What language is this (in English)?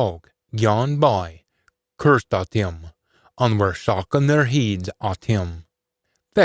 Scots